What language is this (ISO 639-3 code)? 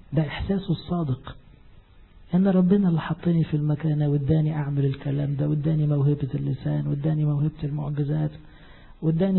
arz